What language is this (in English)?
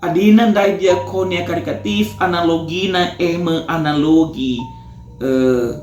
Batak Karo